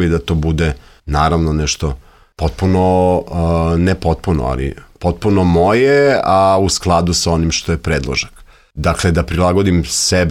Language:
Serbian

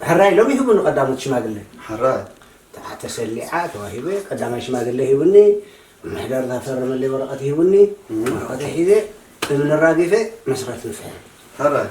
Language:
Tigrinya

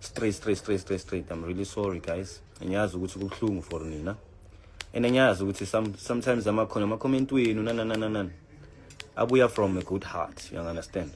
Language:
Zulu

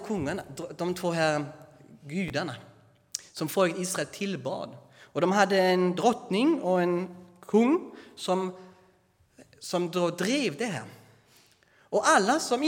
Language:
Swedish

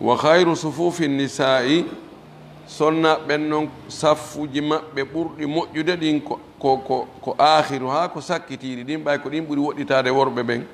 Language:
Fula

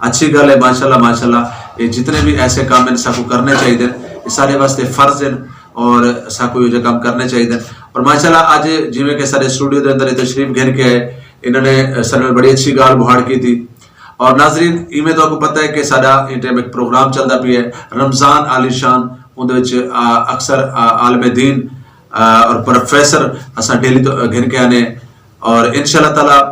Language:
Saraiki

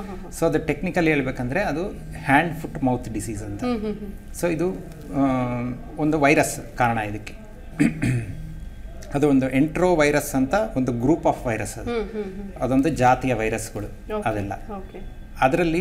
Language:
Kannada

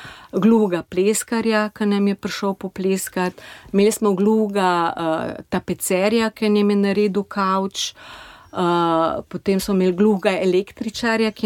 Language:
Slovenian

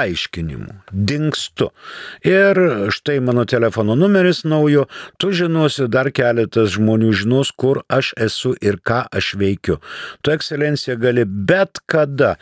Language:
Lithuanian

